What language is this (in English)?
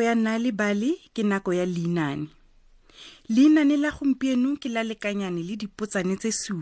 Tswana